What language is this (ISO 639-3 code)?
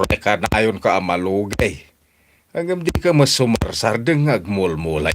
ilo